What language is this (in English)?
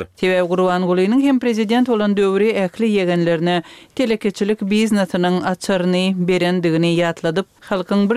Turkmen